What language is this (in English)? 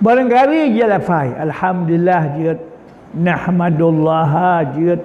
Achinese